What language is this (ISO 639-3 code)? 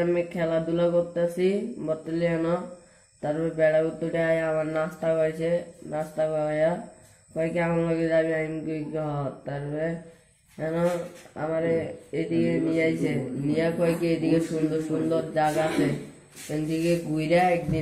syl